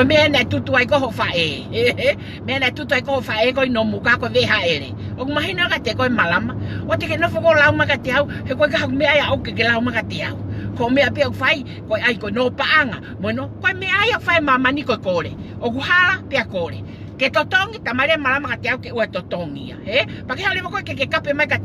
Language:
Tongan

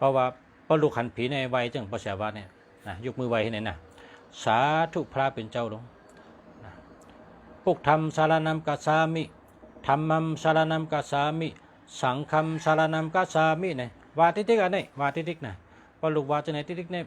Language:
Shan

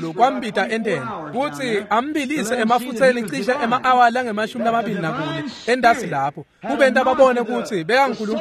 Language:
Swati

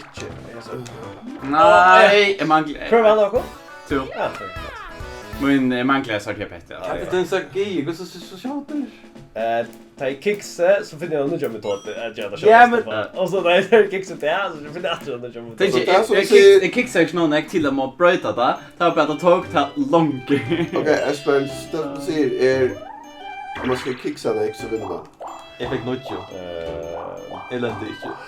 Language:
Faroese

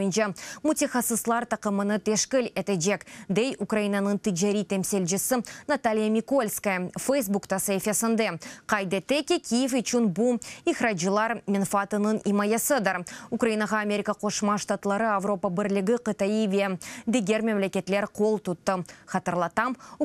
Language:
Crimean Tatar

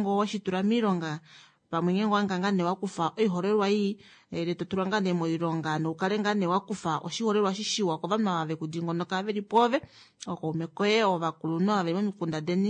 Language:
Kuanyama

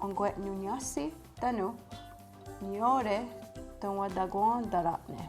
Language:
Mohawk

